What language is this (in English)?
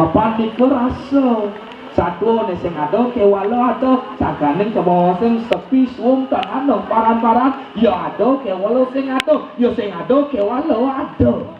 Balinese